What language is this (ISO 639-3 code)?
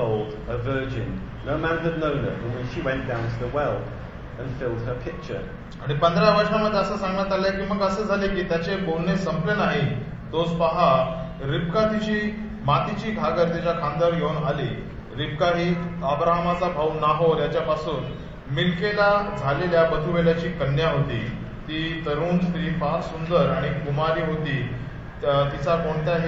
mar